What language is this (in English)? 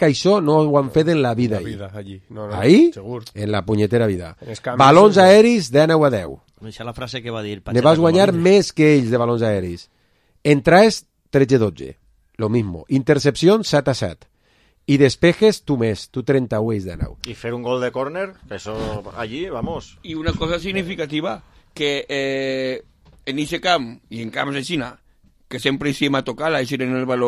Catalan